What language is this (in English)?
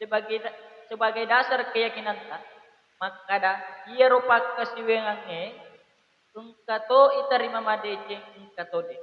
Buginese